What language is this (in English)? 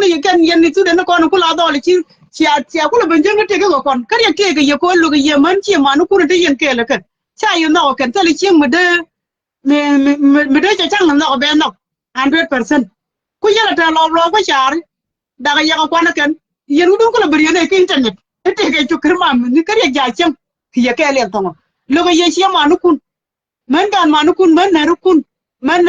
Nuer